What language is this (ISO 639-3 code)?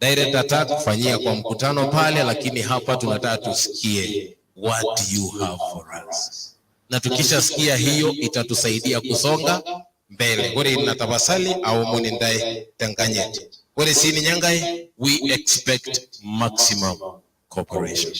mas